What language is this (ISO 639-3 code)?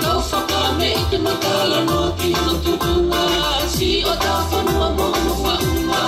ton